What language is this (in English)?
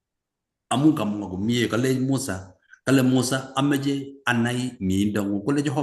Kalenjin